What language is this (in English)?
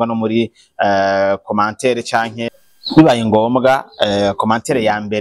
Rundi